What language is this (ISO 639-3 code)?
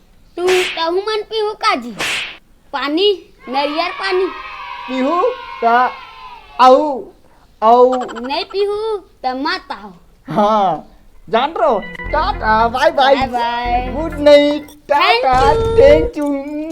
hne